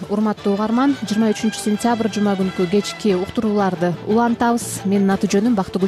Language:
Kyrgyz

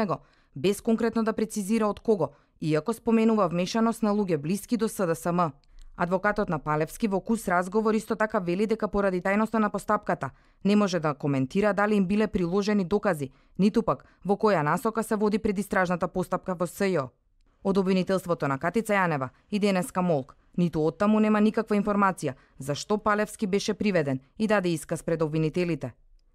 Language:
Macedonian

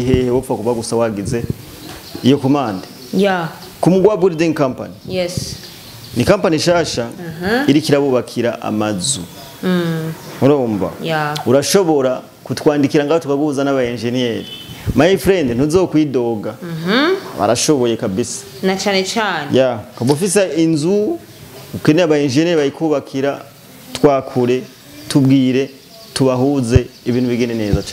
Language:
Rundi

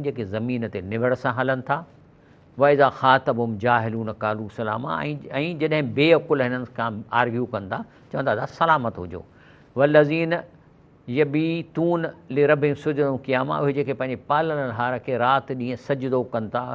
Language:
Sindhi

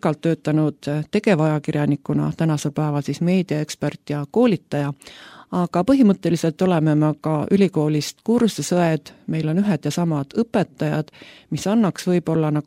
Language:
Estonian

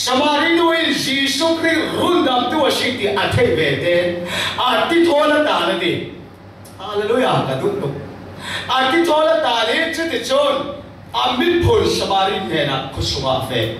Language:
Falam Chin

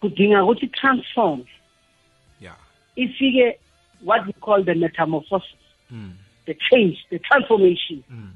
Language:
South Ndebele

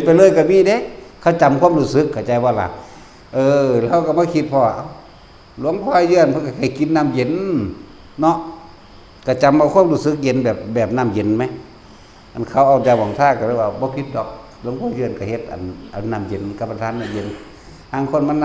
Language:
Northeastern Thai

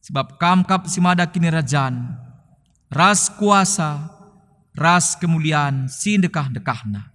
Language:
Batak Karo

